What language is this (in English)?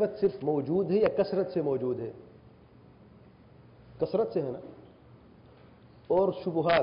Urdu